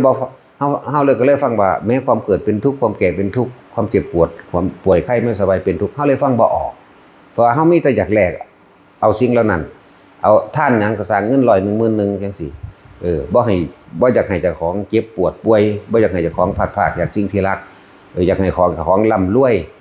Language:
Lao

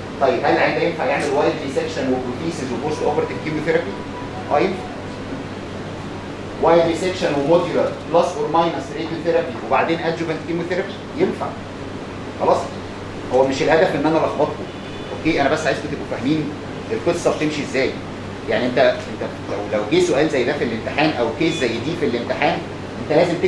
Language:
Egyptian Arabic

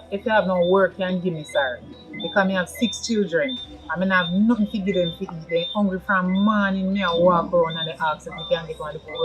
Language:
Jamaican Creole English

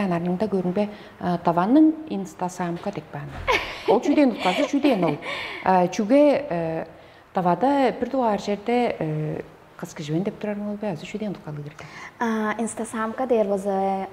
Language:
Tuvinian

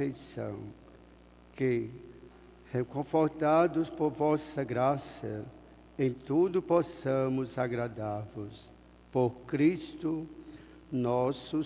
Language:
Portuguese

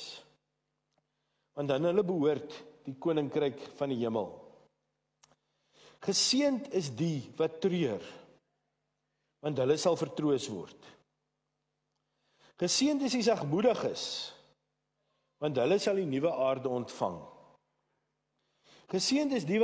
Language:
Afrikaans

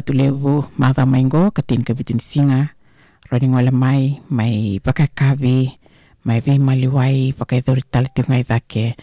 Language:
Fijian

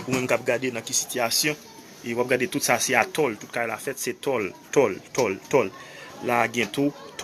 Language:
Haitian Creole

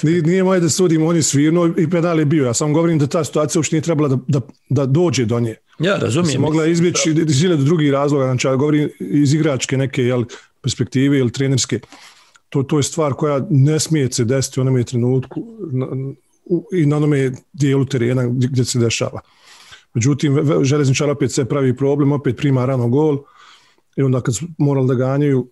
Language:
Bosnian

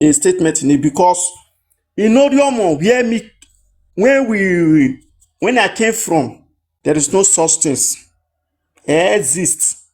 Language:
Nigerian Pidgin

